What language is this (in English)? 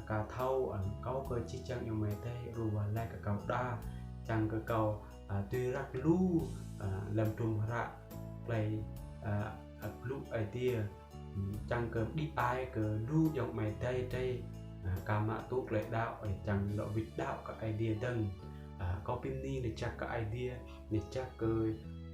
Rade